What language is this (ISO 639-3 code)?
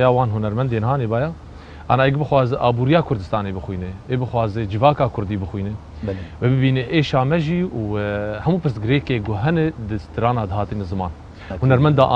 kur